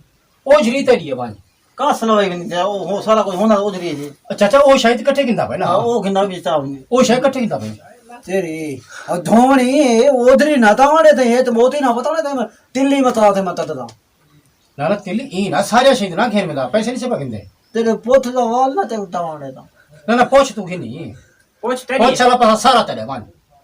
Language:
Saraiki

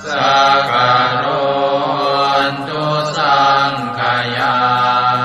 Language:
Pali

